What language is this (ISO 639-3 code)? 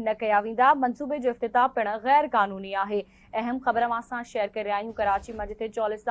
snd